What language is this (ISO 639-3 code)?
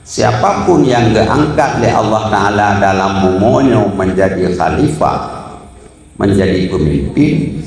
ace